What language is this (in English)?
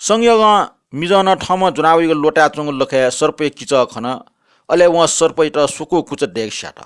Newari